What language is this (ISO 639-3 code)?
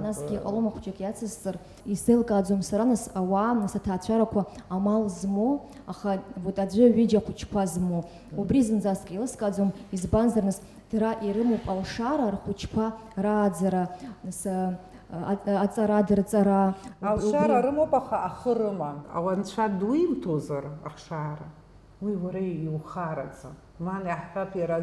abk